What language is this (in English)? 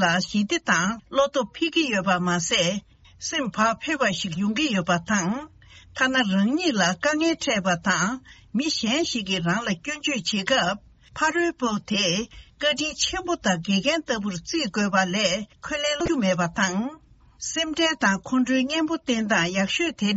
Tibetan